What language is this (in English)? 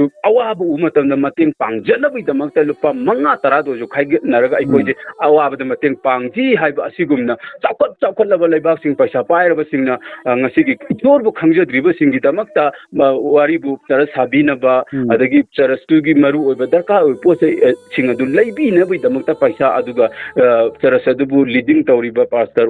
Manipuri